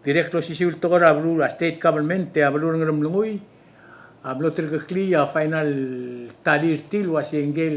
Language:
Palauan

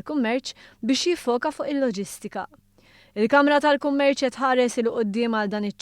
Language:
Maltese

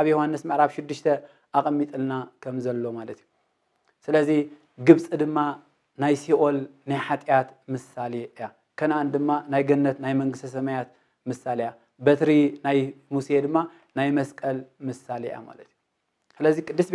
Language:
Tigrinya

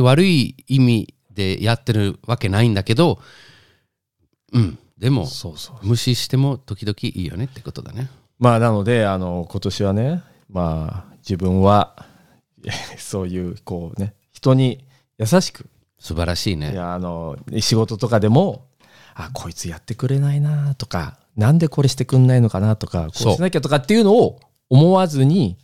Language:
Japanese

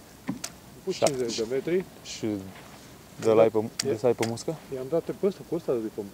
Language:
Romanian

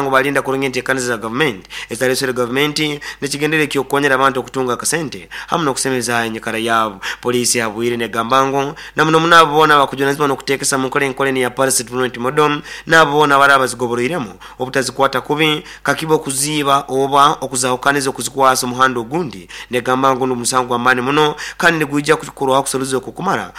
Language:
Nyoro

